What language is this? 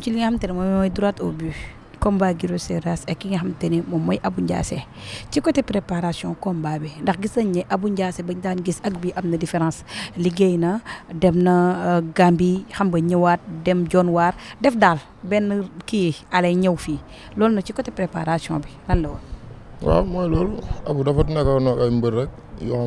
Wolof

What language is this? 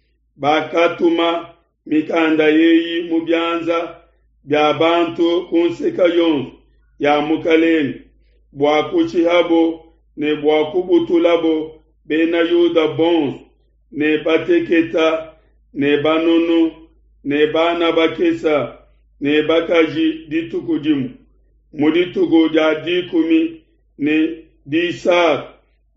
Luba-Lulua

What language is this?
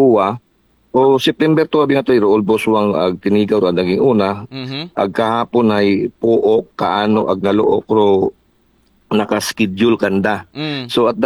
Aklanon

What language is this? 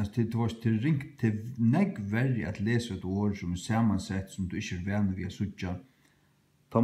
Faroese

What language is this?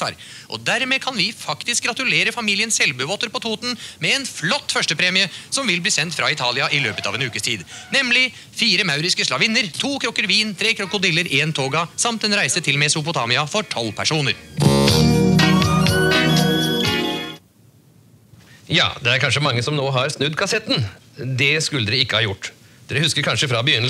Norwegian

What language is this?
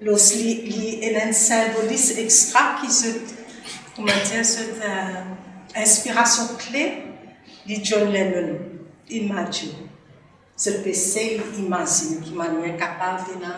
Morisyen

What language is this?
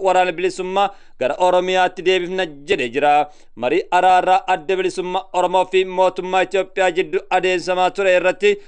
Oromo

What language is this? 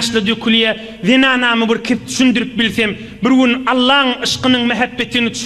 Turkmen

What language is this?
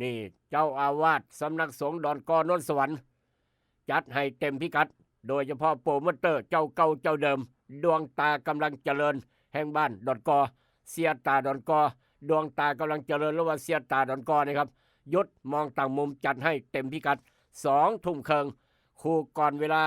Northeastern Thai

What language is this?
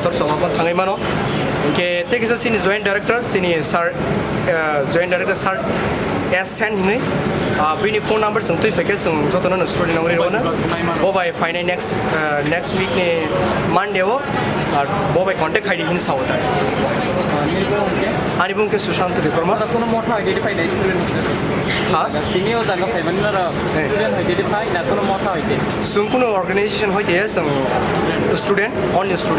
Kok Borok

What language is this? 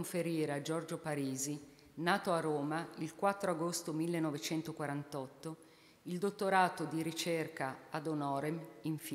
Italian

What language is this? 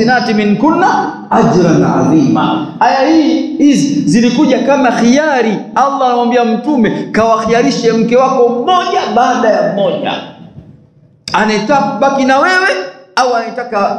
Swahili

